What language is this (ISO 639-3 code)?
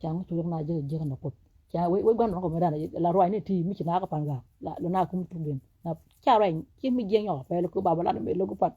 nus